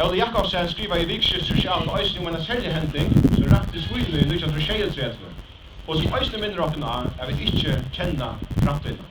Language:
Faroese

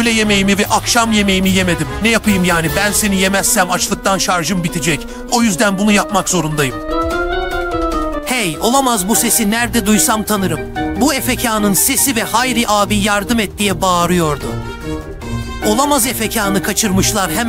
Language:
Turkish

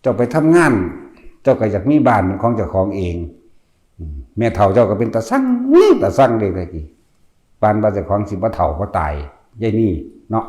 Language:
Northeastern Thai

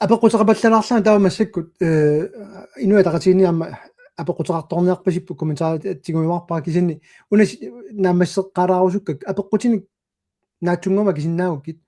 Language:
Kalaallisut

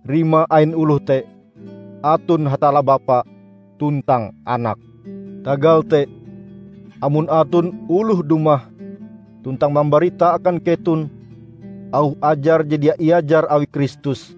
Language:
Ngaju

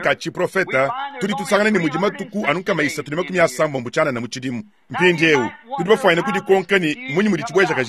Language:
Luba-Lulua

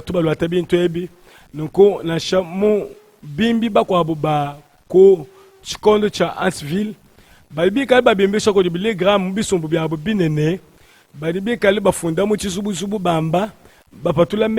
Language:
Luba-Lulua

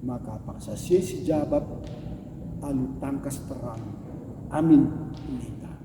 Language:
Batak Karo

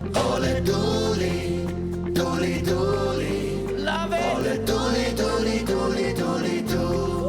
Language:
Swiss German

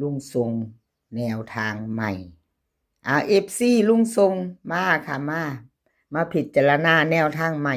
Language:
Lao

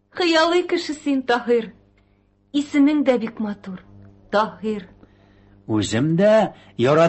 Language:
Tatar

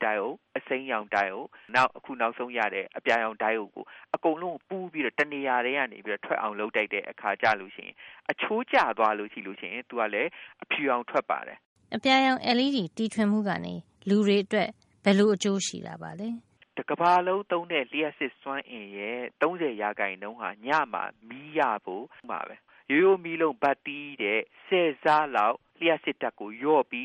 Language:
Burmese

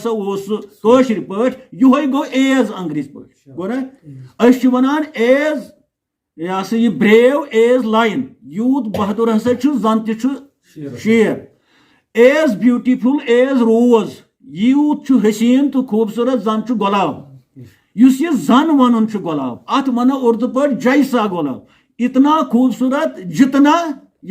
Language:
Kashmiri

